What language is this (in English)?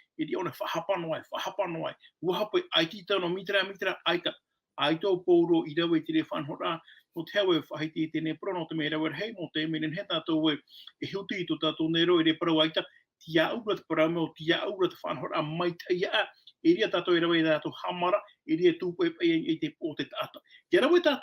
Tahitian